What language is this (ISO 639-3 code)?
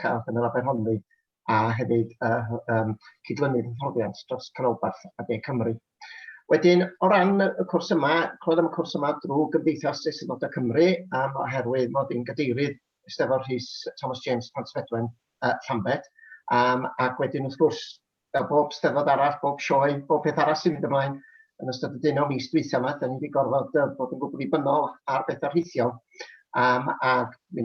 cym